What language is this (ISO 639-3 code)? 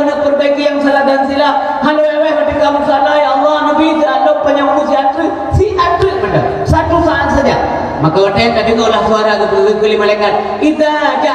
ace